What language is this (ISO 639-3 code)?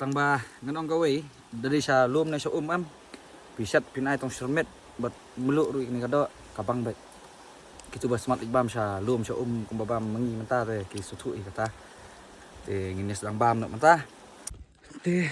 kha